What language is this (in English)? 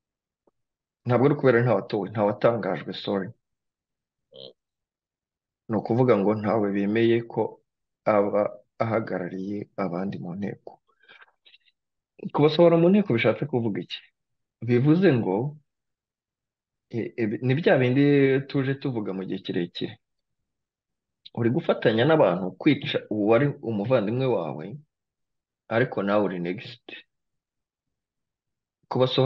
Kinyarwanda